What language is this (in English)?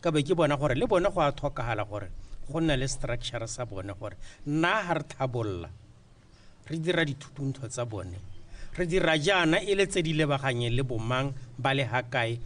Tswana